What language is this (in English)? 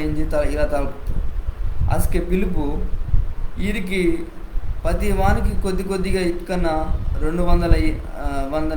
Koya